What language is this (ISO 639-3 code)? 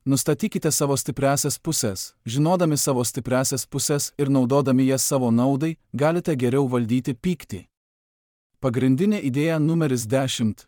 lit